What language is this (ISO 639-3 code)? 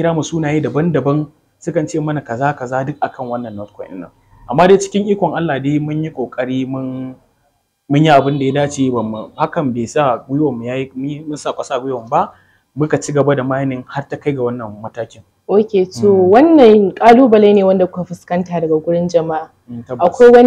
hau